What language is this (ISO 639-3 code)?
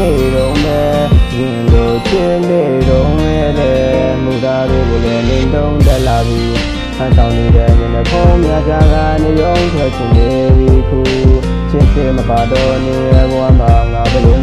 mya